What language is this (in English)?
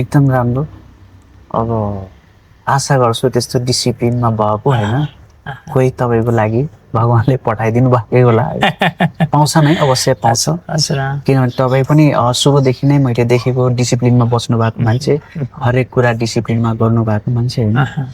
Nepali